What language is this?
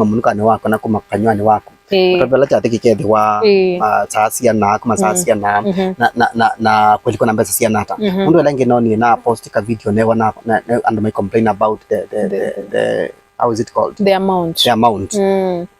Kamba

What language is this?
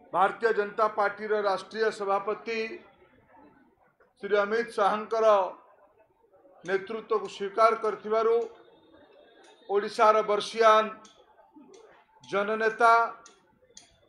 Odia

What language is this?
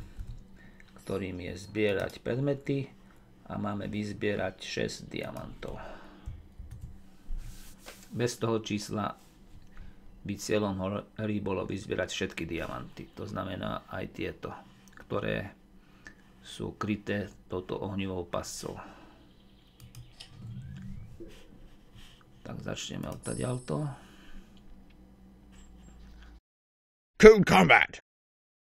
Slovak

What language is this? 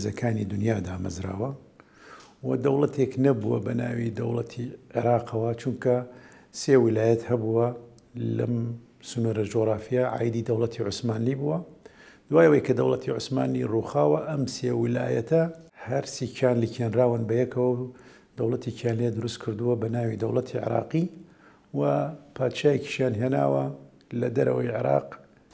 Central Kurdish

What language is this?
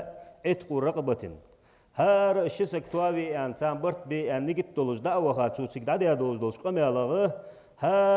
Ingush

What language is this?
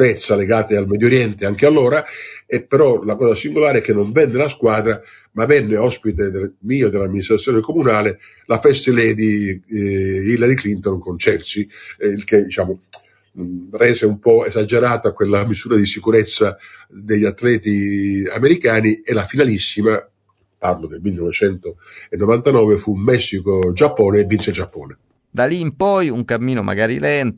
Italian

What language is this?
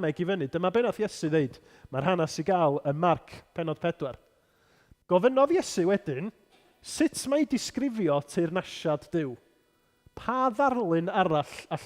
Welsh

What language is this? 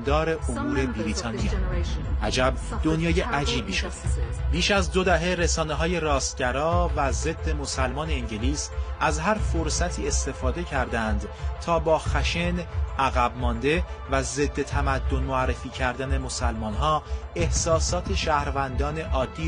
Persian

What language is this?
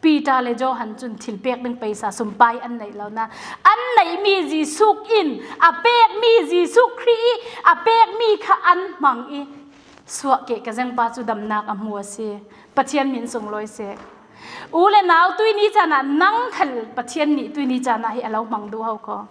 Falam Chin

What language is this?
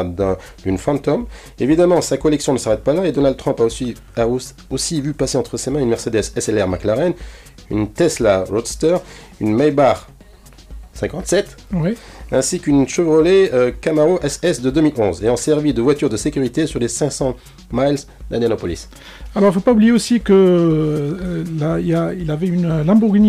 French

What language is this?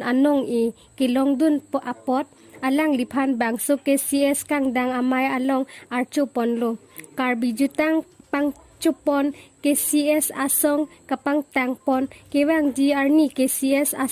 Karbi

